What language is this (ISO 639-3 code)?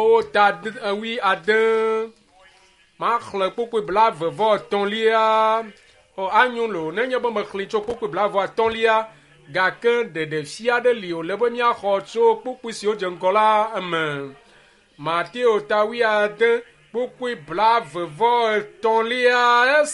ewe